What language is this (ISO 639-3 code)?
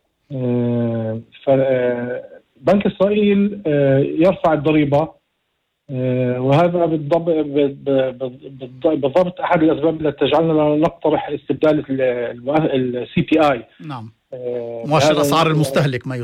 apc